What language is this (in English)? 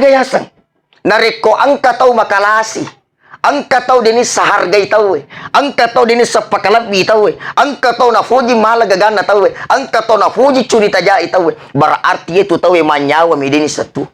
Buginese